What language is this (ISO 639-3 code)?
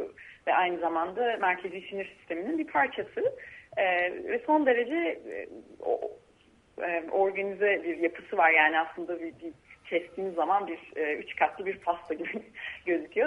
tur